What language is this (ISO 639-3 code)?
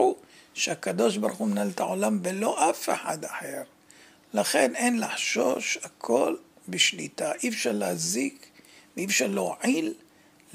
heb